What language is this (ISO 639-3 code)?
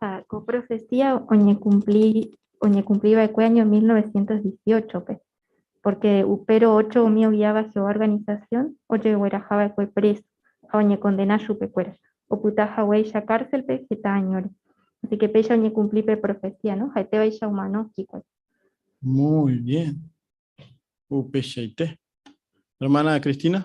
grn